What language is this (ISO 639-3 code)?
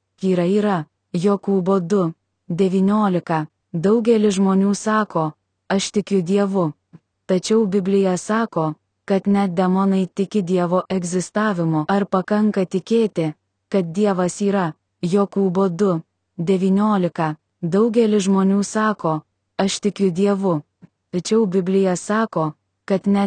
lit